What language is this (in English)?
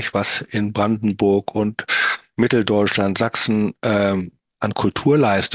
German